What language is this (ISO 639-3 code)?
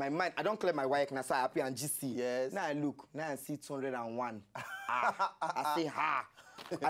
pcm